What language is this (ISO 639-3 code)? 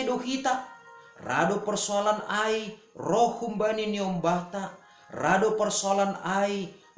bts